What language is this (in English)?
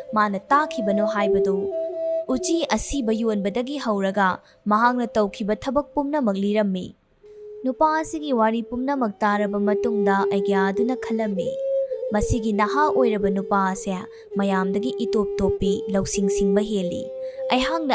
Manipuri